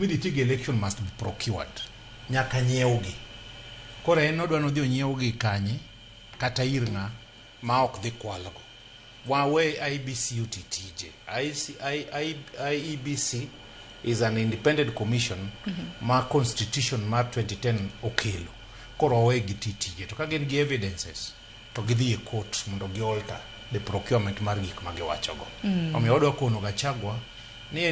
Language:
Luo (Kenya and Tanzania)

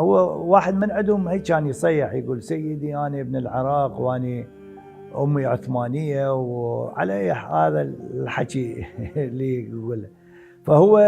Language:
Mesopotamian Arabic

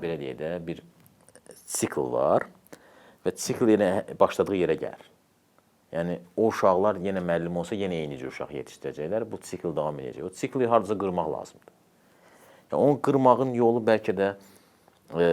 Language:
Azerbaijani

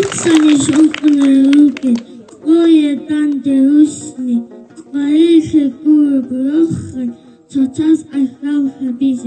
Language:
Avaric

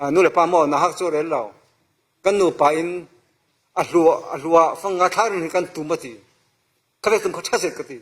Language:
Falam Chin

